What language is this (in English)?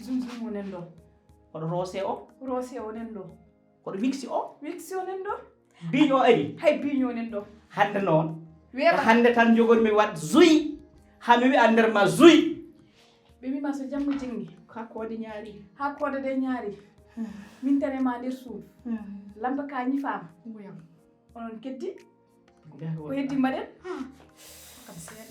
Fula